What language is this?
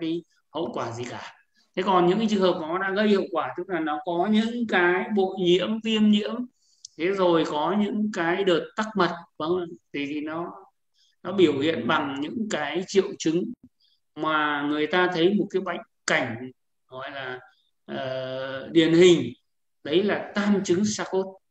Vietnamese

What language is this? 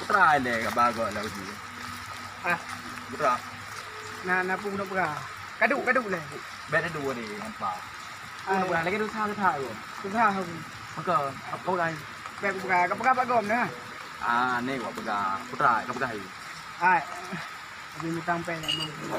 Achinese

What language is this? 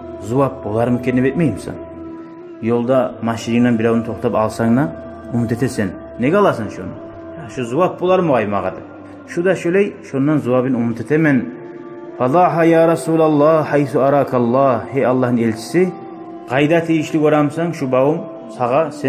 Kumyk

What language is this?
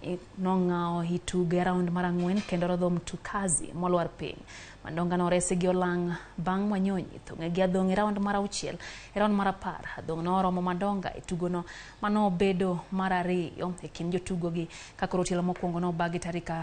Luo (Kenya and Tanzania)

